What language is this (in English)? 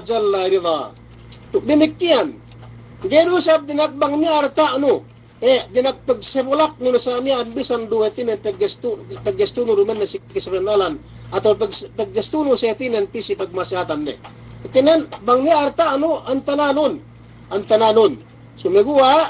Yakan